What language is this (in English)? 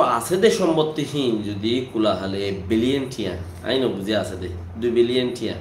Rohingya